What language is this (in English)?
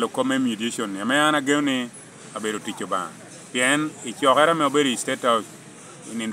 Lango (Uganda)